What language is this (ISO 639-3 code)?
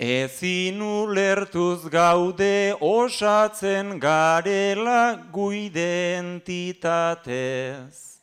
eus